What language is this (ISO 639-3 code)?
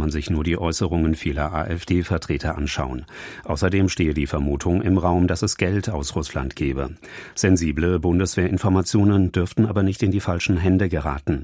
deu